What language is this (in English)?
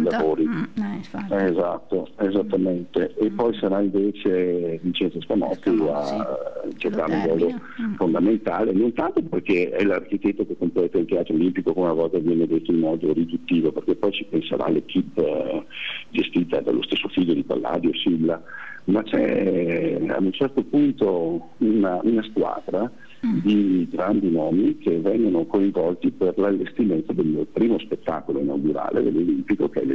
Italian